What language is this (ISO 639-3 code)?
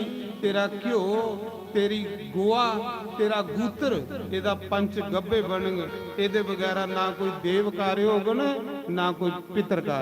doi